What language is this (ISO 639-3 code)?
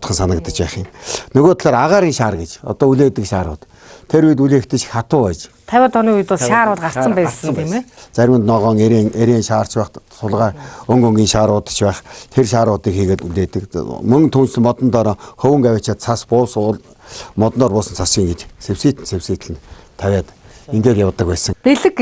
mon